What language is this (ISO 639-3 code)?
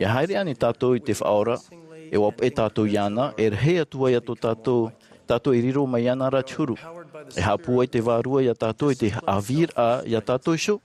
tah